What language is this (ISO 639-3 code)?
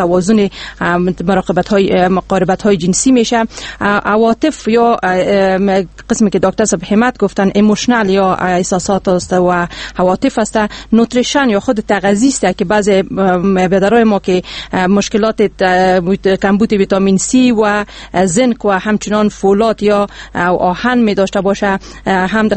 fas